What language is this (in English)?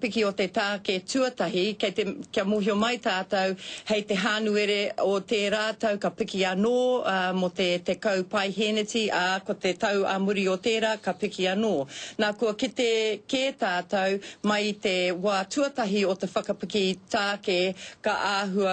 Māori